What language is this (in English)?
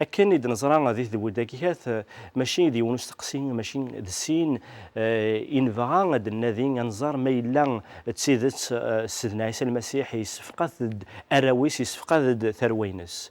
Kabyle